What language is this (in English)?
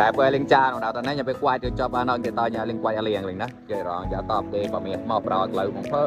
Mon